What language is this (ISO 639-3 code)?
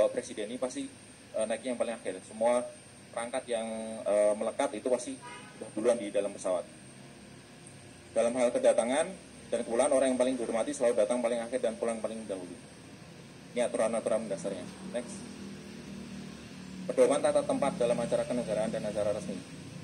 ind